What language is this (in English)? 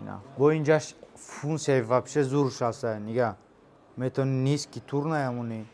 Tajik